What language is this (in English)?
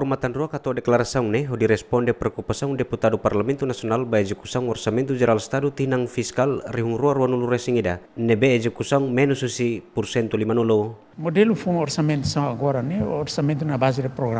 Tetum